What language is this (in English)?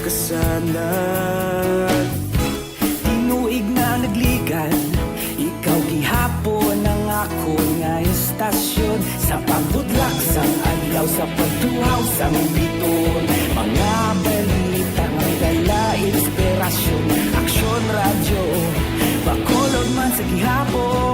Hiligaynon